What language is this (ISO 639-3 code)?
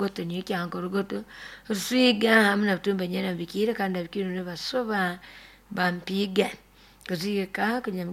nyo